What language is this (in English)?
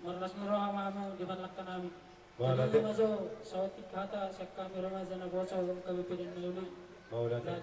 Batak Toba